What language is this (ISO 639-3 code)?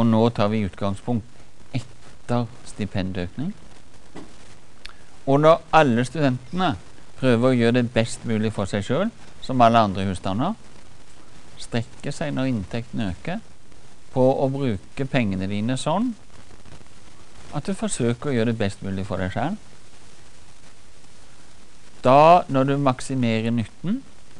nor